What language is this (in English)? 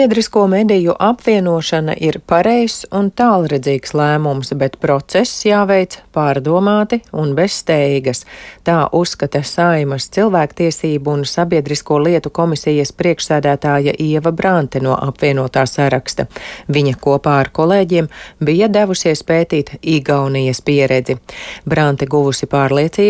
Latvian